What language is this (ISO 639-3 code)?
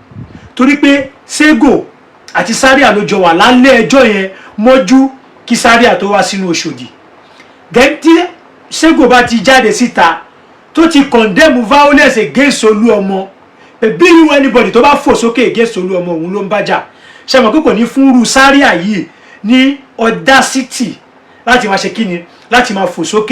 yor